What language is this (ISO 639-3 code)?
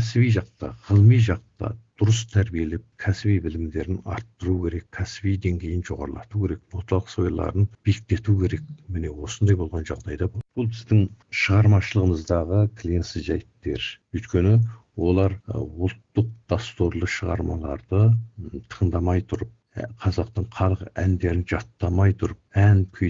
kaz